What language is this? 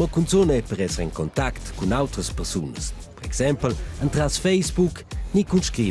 Romansh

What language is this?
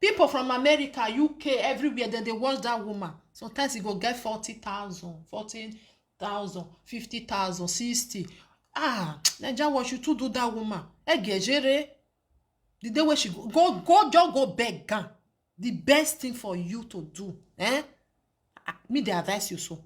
Nigerian Pidgin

